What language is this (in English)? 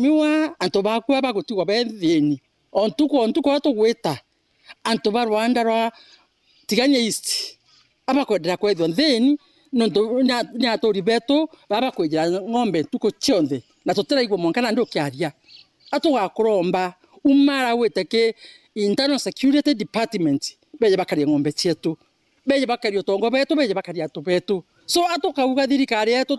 Meru